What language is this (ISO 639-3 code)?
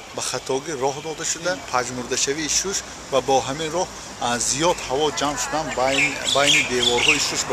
tgk